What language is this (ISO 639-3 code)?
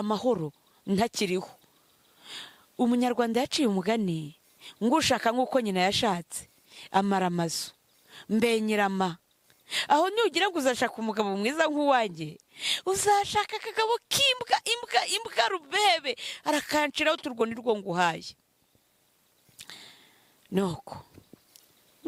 kin